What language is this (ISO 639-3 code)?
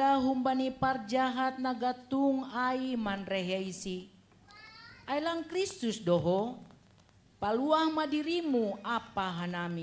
bts